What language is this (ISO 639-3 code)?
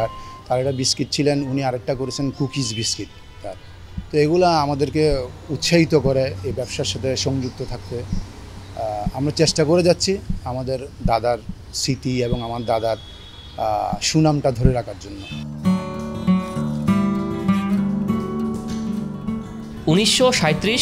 ben